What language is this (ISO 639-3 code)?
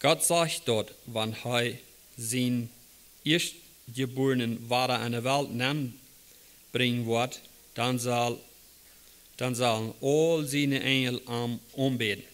pdt